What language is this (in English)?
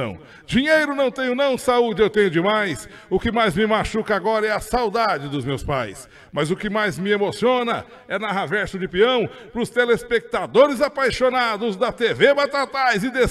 Portuguese